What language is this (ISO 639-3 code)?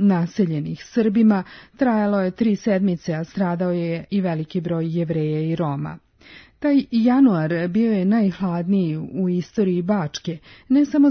srp